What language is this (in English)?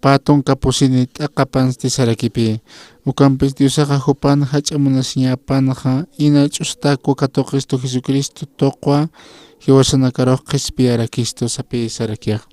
Aymara